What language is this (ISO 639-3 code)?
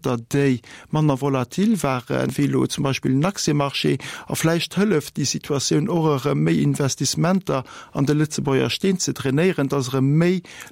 ltz